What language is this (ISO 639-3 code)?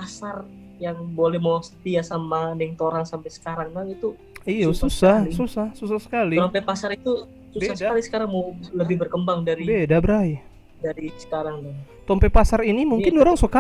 xmm